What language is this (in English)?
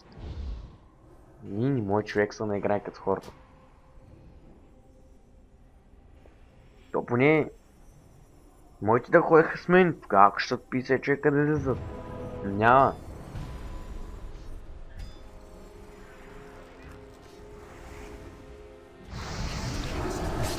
Bulgarian